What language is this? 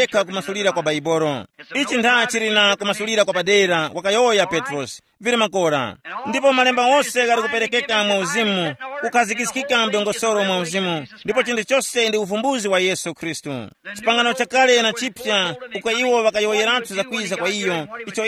Tumbuka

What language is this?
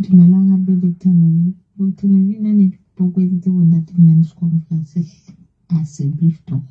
Southern Sotho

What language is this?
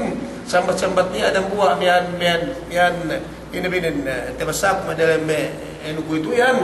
Yakan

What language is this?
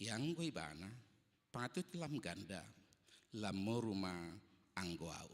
Batak Toba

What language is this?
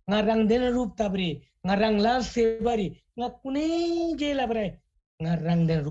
Eastern Tamang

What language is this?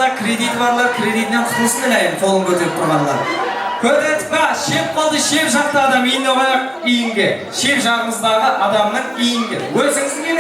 Kara-Kalpak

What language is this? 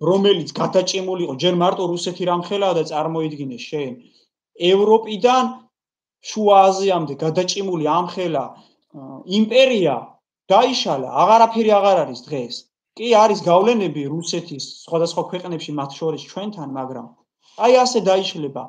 Georgian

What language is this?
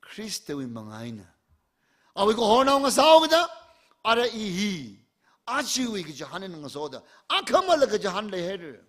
Tangkhul Naga (India)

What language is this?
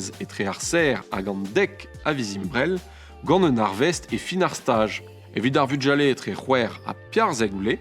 Breton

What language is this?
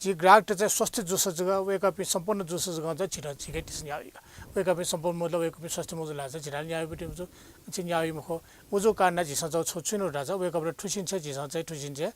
Newari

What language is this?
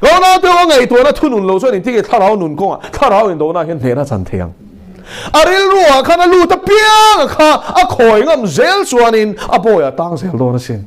Mizo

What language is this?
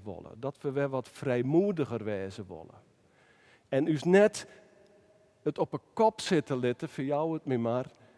Western Frisian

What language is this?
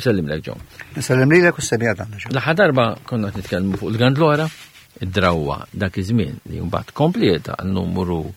Maltese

